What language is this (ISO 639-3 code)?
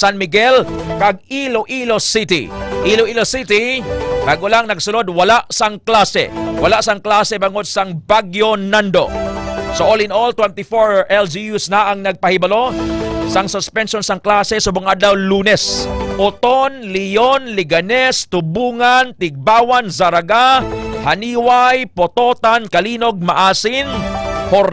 hil